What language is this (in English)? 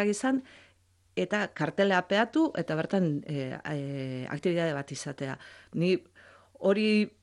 Basque